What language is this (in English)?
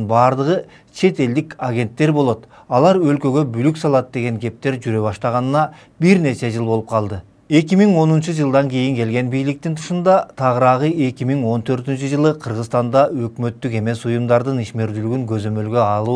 Kyrgyz